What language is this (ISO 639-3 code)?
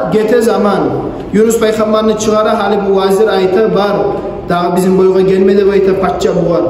kum